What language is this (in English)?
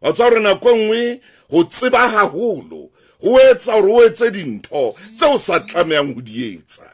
Southern Sotho